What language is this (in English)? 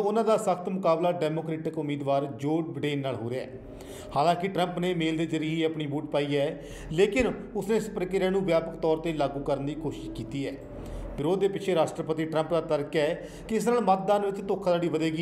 Punjabi